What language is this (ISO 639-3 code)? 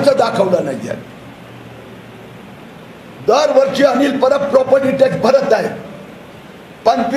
mar